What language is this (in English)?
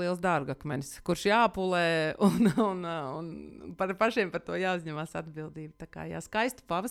Latvian